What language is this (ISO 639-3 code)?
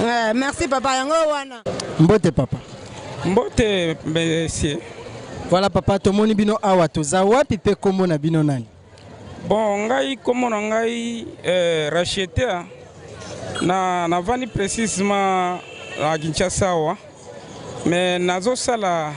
lin